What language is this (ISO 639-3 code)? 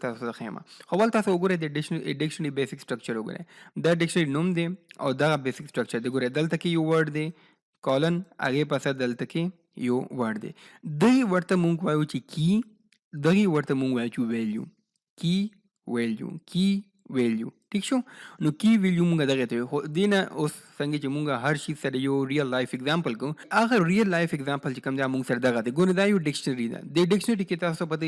pus